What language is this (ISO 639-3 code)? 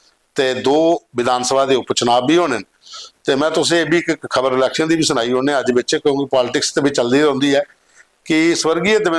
doi